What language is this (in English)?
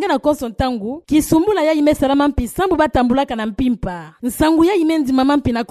Kituba (Democratic Republic of Congo)